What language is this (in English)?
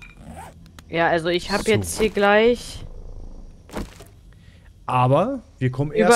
German